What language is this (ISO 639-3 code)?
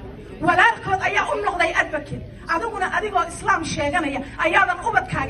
som